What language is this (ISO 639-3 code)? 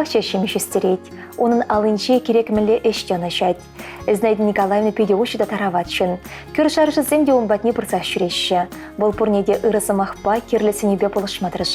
chv